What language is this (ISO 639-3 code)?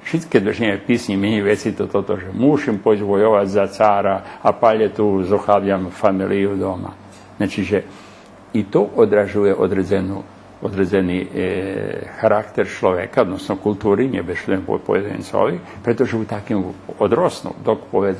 rue